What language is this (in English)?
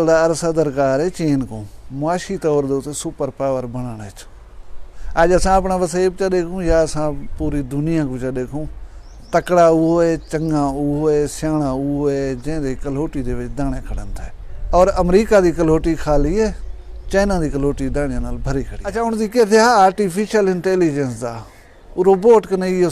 Saraiki